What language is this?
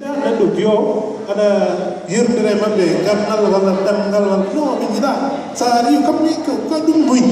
Fula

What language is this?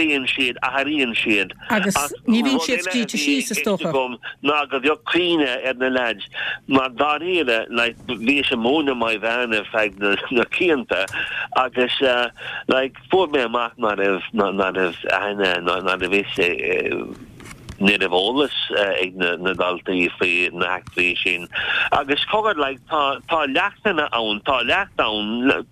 Irish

